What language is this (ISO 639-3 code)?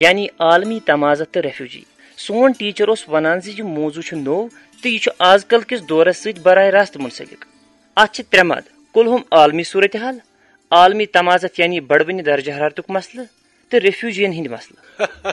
kas